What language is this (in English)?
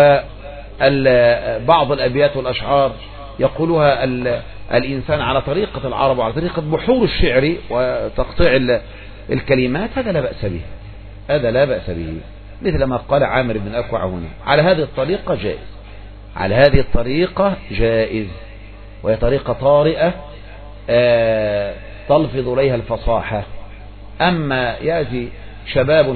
Arabic